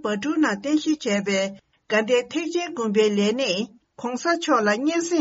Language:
Tibetan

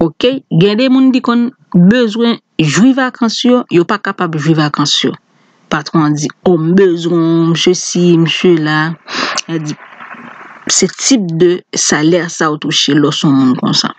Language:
Haitian Creole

